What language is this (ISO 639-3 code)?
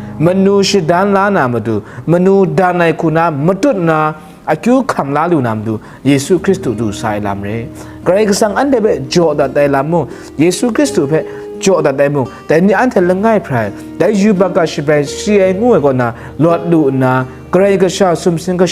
kac